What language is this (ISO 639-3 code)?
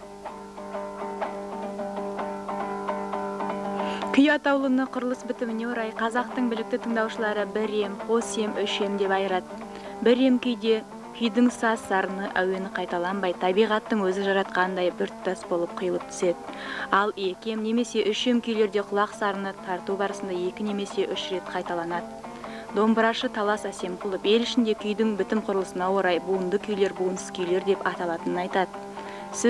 kaz